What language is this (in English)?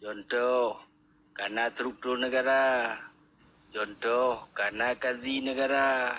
Achinese